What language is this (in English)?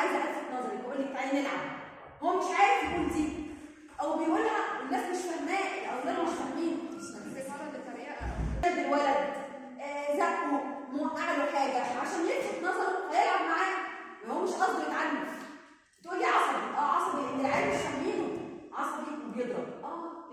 Egyptian Arabic